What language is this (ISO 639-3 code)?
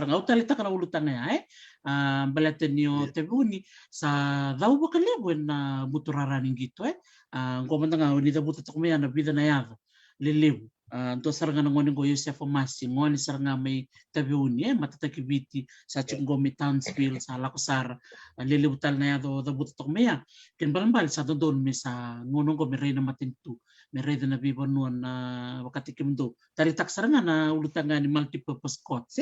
fij